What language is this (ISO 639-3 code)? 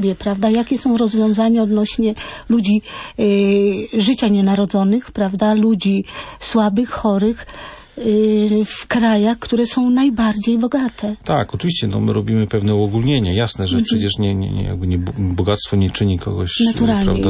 pol